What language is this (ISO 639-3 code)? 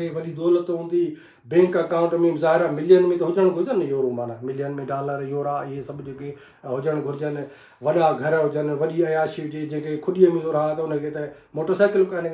snd